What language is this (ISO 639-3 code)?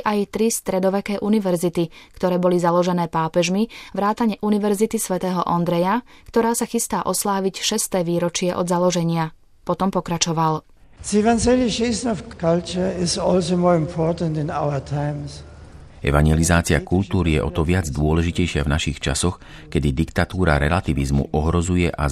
slk